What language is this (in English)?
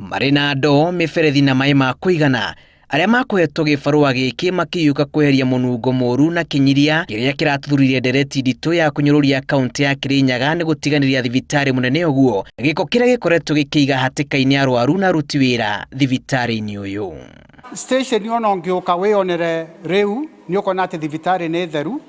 Kikuyu